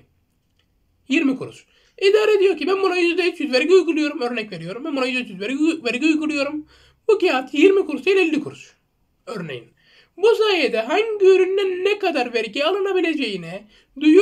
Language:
Turkish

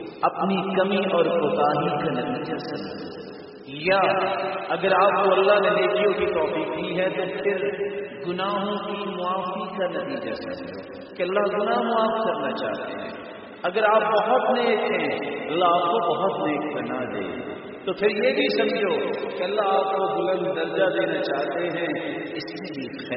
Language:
Urdu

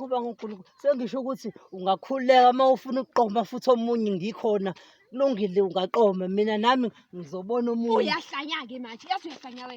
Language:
Zulu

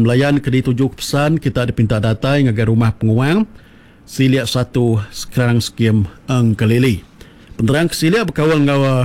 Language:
Iban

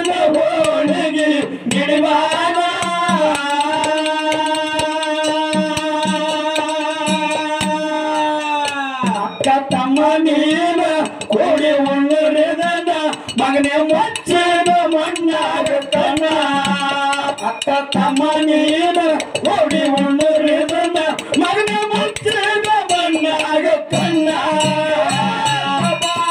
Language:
Kannada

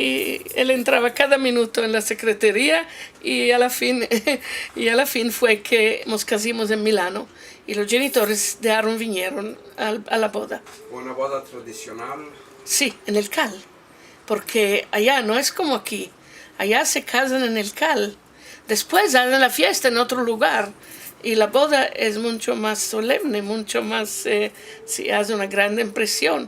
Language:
Ladino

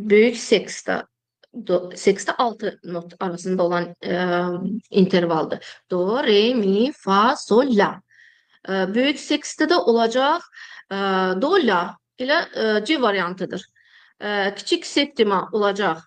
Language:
Azerbaijani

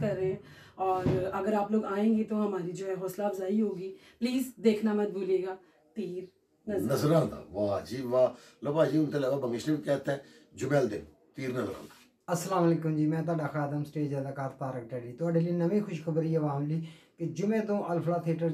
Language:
Punjabi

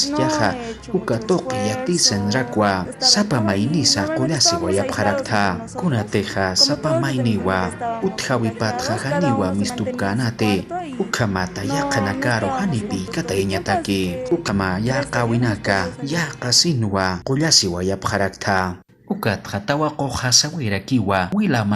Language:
Aymara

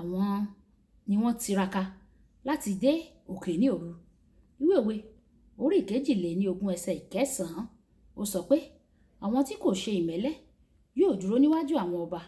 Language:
Yoruba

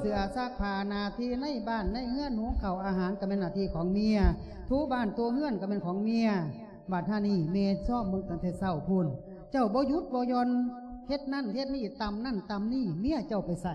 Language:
Lao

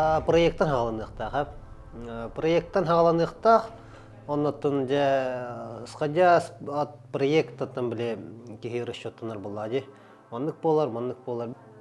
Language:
Yakut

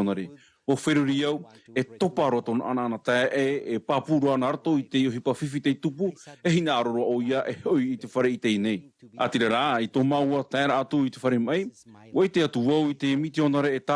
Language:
Tahitian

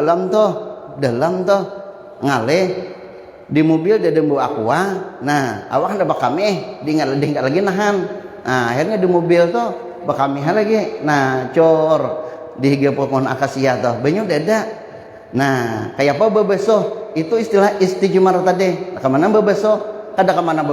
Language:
Banjar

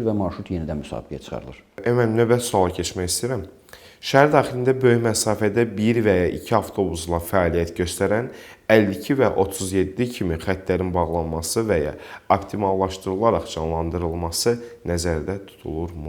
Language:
Azerbaijani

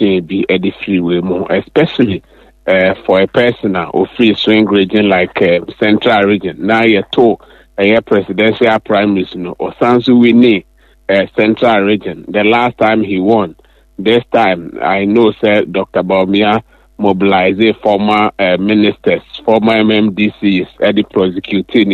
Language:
Akan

